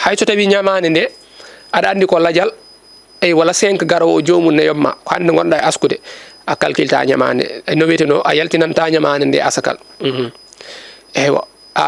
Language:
Fula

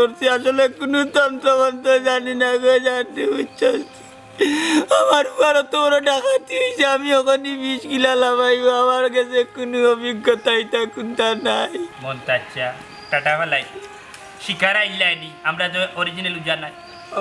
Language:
Sylheti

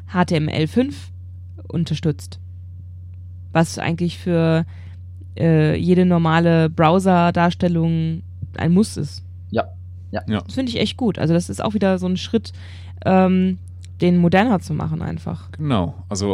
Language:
German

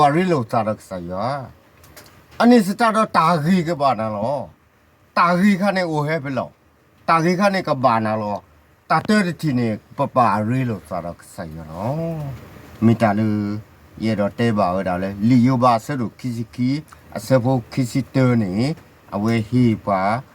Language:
S'gaw Karen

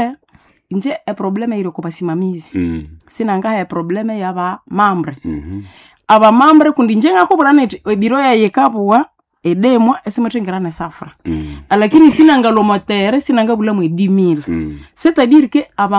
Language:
Nande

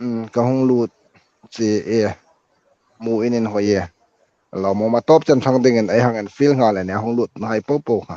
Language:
Hmar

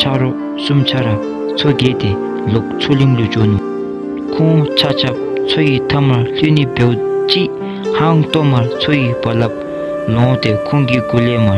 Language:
Dzongkha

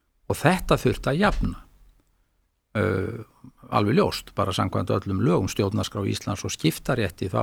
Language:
Icelandic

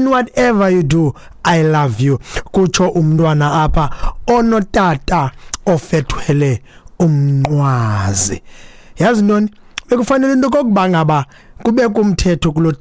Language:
Xhosa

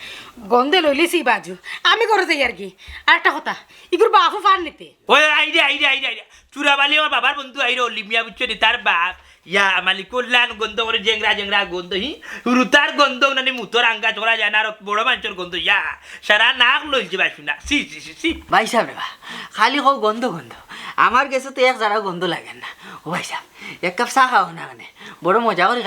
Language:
Sylheti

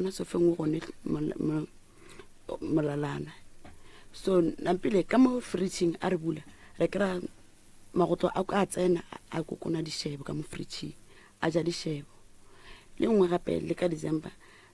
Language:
Northern Sotho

